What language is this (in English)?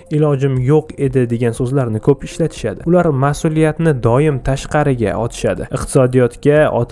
Uzbek